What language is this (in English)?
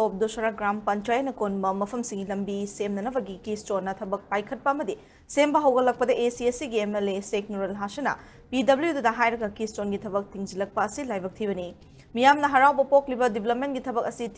Manipuri